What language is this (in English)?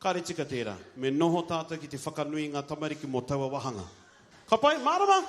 Māori